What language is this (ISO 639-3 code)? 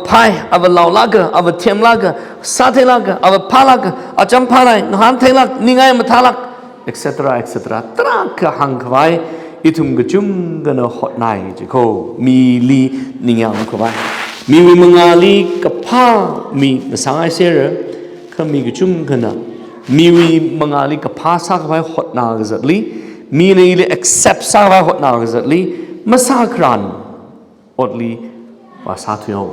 nmf